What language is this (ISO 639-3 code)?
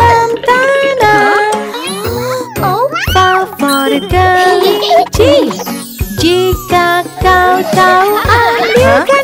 ind